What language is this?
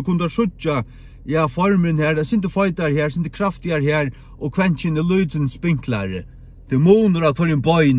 Faroese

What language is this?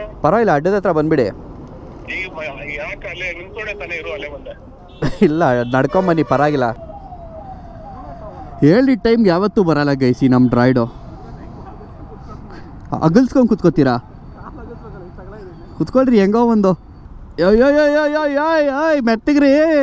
Kannada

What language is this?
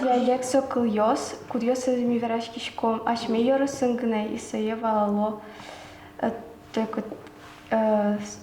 Udmurt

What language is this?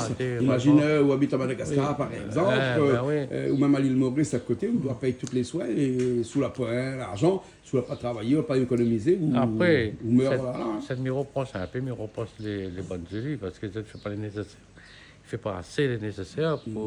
Réunion Creole French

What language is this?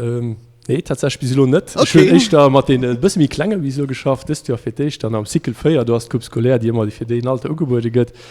Luxembourgish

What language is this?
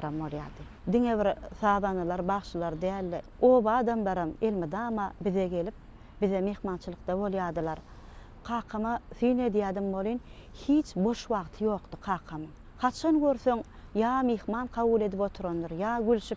Turkmen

